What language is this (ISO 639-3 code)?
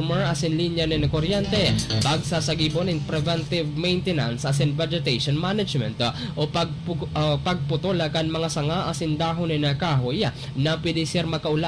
bik